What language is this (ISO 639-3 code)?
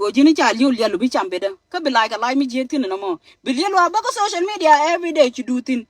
nus